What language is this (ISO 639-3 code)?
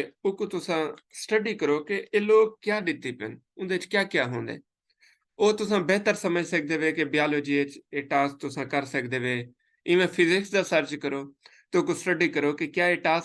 skr